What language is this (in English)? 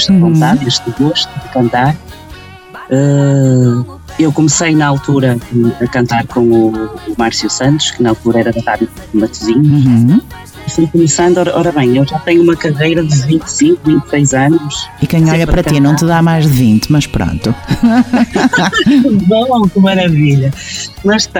Portuguese